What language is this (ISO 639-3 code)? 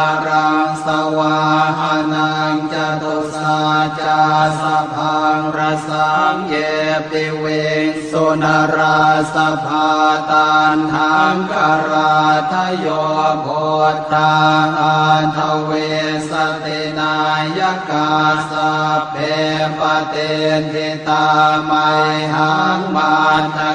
pli